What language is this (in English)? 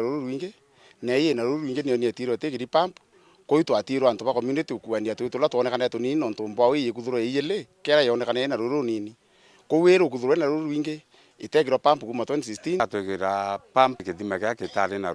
Meru